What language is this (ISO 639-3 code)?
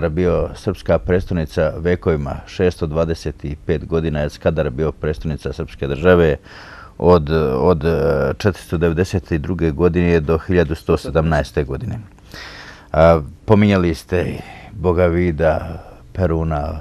srp